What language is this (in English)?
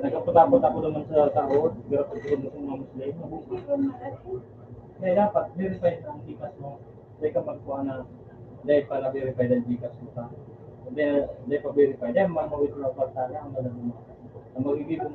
Bikol